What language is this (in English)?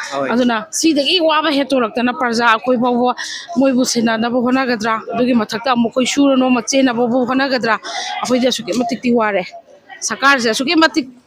Manipuri